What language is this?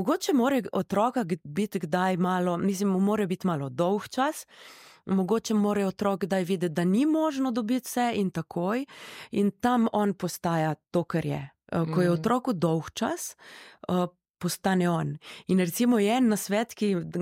Slovenian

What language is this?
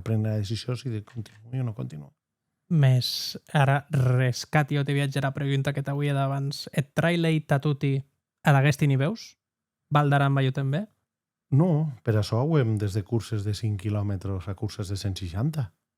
Occitan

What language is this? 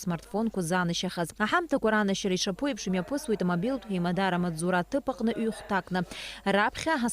Abkhazian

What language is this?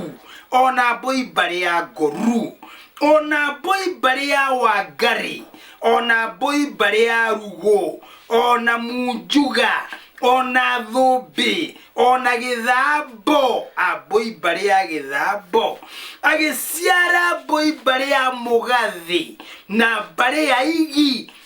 Kikuyu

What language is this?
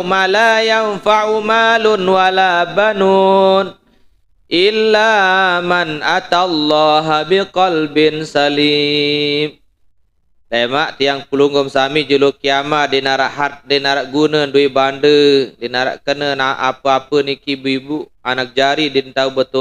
Sasak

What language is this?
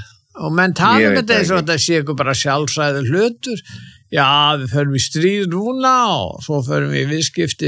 Icelandic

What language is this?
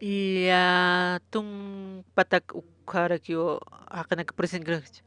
Aymara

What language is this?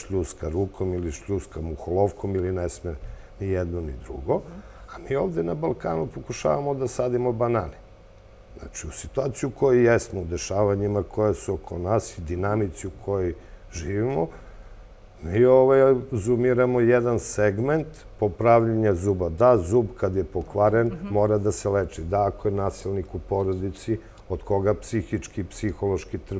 Serbian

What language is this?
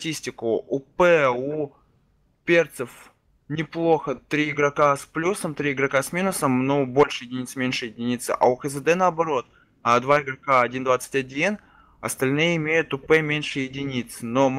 Russian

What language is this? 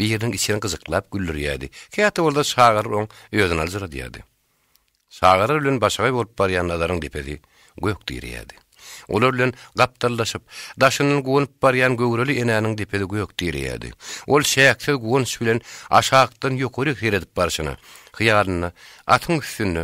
Turkmen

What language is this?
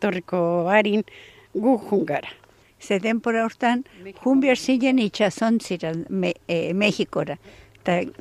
Basque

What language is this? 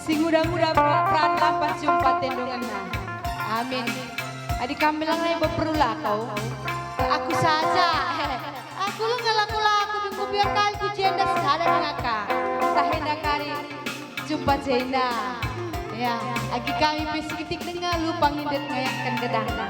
Batak Karo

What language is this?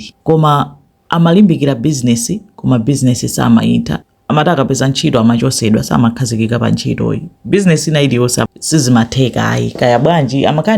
Nyanja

